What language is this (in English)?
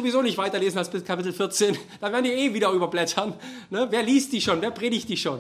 German